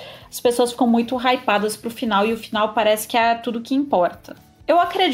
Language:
Portuguese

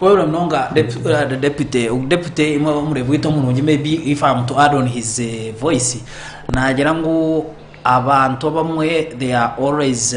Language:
Nyankole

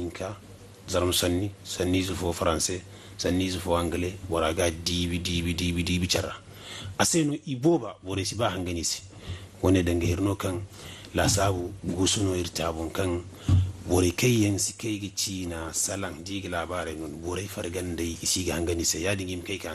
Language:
Zarma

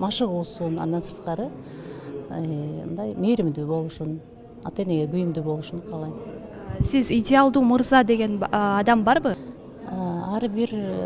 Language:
Kyrgyz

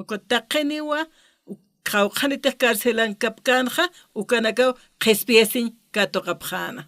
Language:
Aymara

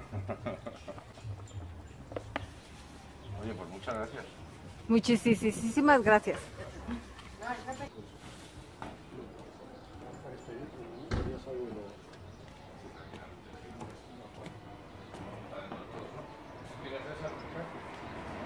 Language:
Spanish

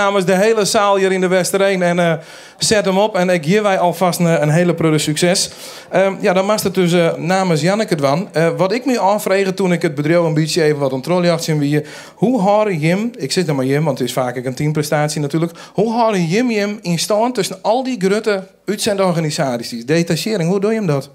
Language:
Western Frisian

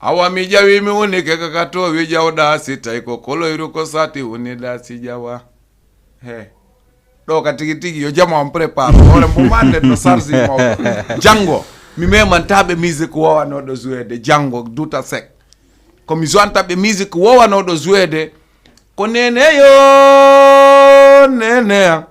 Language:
Fula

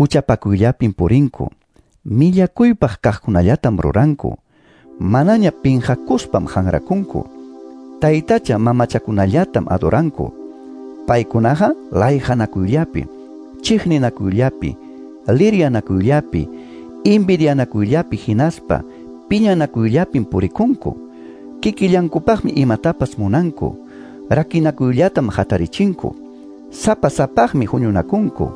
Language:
Quechua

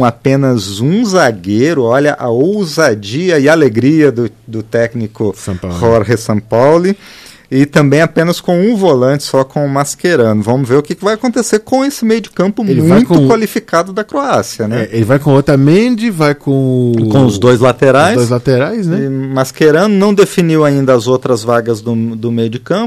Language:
Portuguese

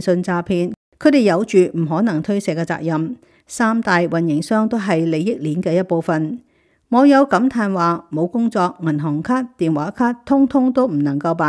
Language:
Cantonese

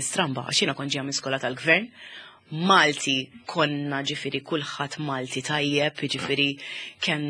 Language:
Maltese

